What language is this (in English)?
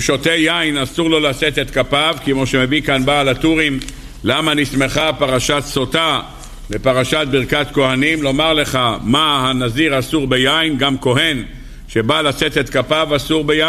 Hebrew